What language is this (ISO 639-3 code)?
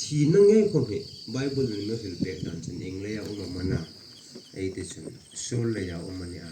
hmr